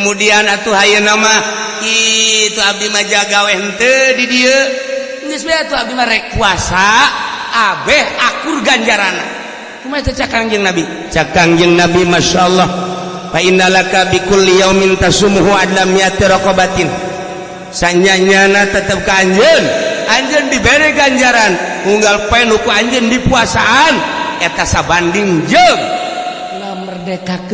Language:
Sundanese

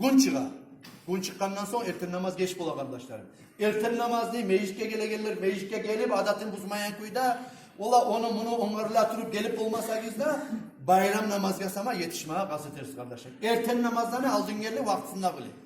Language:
Kumyk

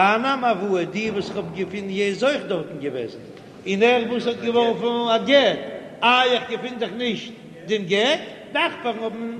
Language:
Yiddish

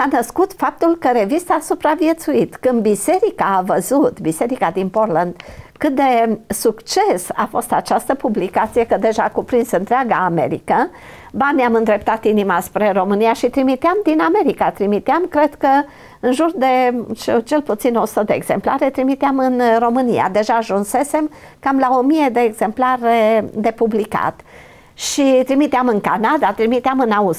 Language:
Romanian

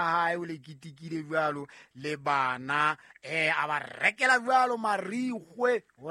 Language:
Southern Sotho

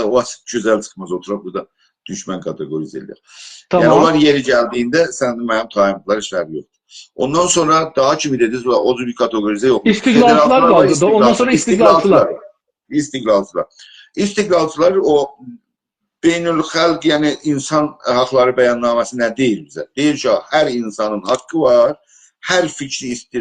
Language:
South Azerbaijani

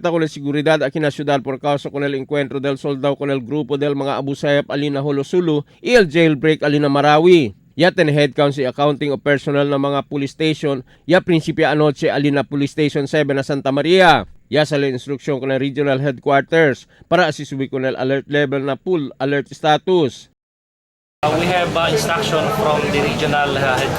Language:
Chavacano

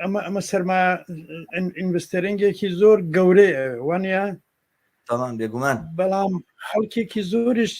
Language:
Central Kurdish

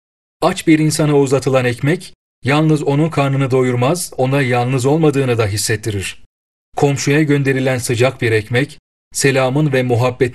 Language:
Turkish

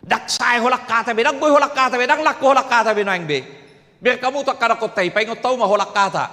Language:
Batak Toba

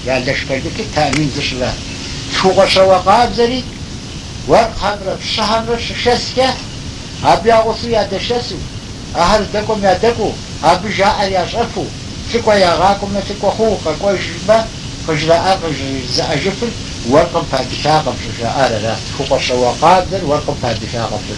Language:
Kabardian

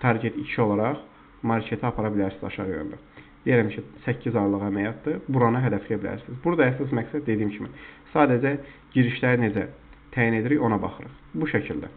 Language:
Azerbaijani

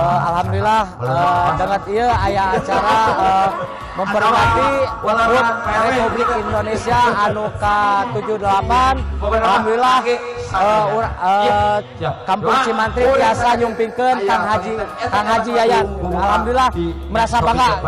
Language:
Sundanese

